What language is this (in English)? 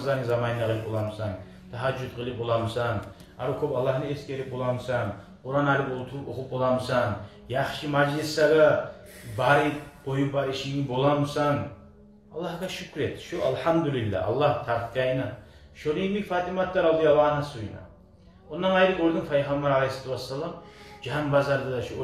Kumyk